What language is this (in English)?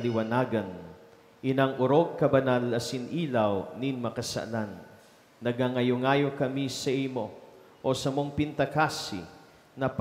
Bikol